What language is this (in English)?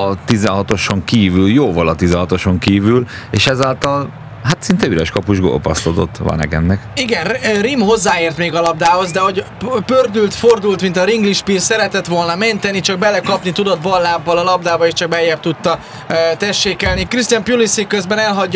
Hungarian